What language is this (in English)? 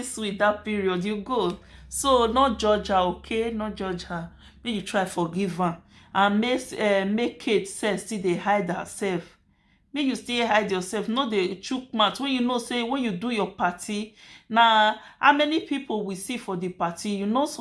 Nigerian Pidgin